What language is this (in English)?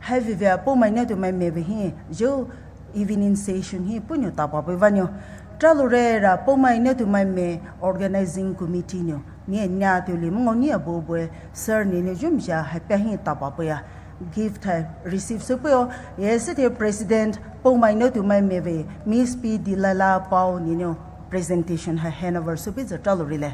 Poumei Naga